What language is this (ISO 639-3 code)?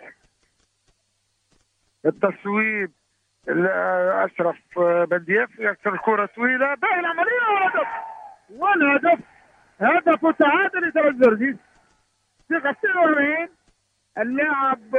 ara